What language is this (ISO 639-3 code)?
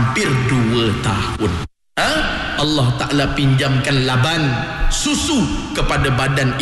msa